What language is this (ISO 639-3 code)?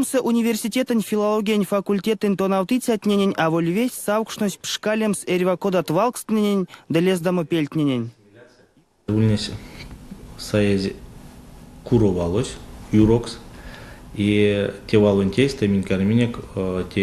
myv